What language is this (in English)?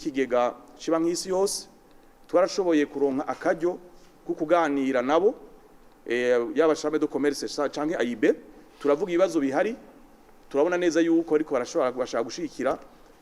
Rundi